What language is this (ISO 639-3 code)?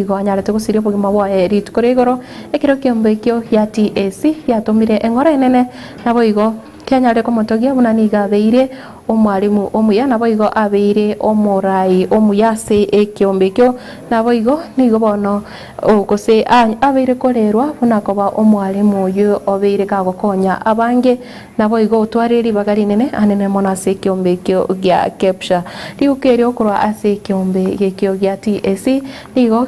guz